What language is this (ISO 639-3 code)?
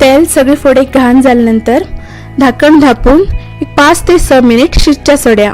kok